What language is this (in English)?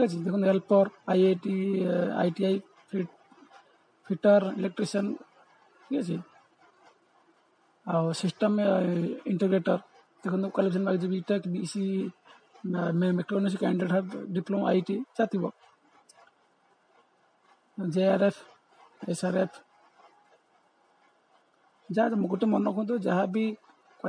Odia